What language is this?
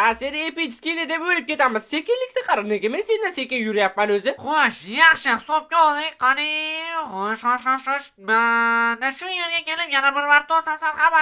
Uzbek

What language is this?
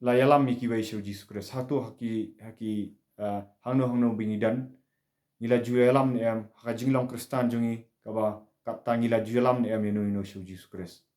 Khasi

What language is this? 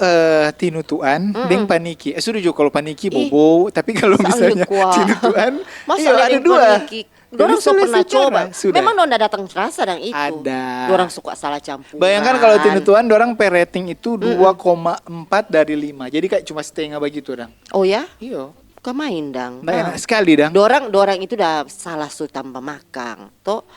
Manado Malay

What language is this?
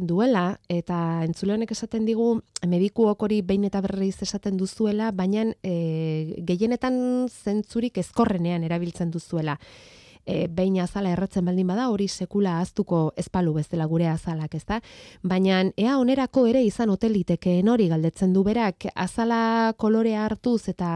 Basque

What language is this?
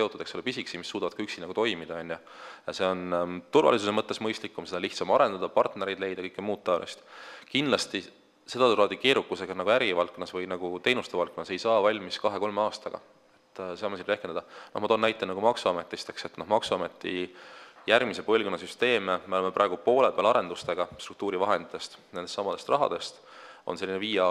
Estonian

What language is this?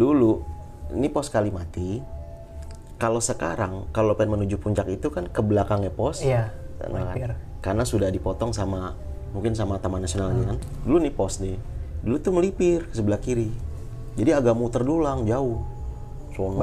Indonesian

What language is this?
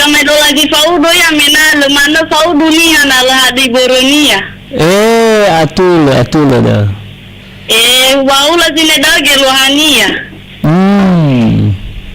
Nias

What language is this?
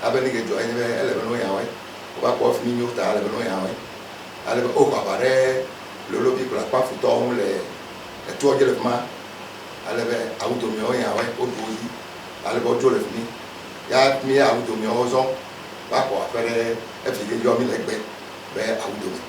Ewe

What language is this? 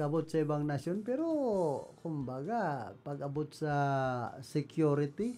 Bikol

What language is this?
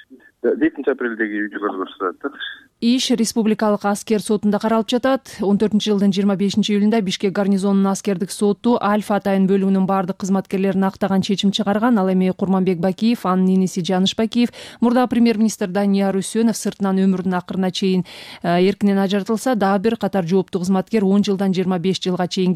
Kyrgyz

